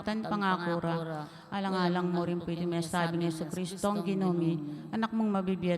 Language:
Pampanga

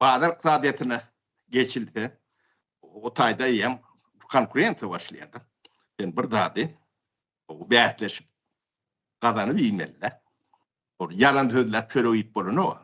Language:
Turkmen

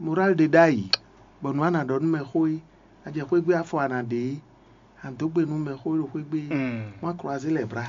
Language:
Fon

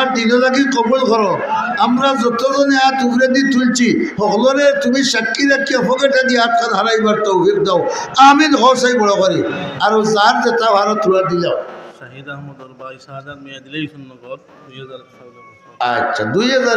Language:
Sylheti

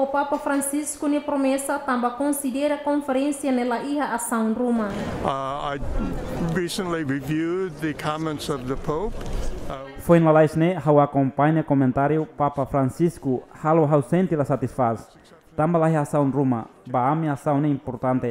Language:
Tetum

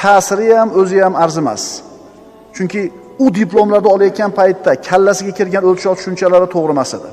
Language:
Uzbek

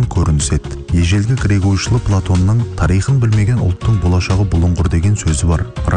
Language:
Kazakh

